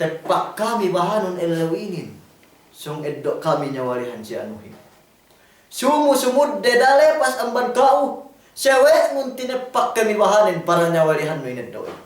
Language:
Yakan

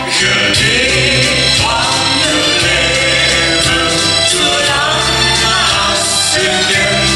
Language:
Limburgish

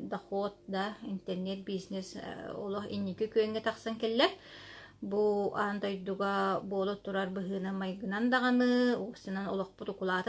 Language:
Yakut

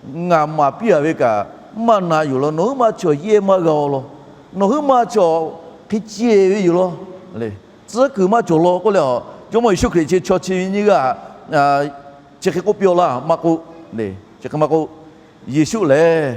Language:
Lahu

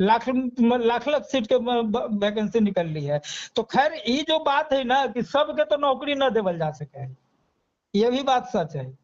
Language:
Magahi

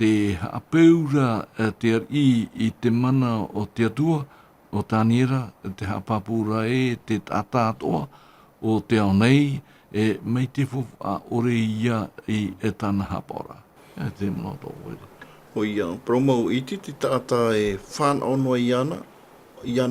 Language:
Tahitian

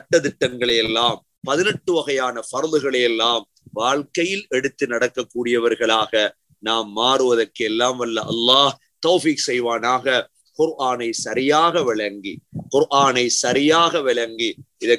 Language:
Tamil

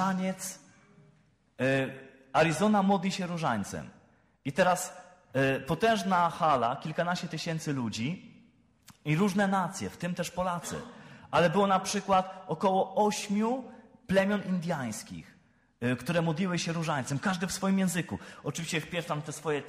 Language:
Polish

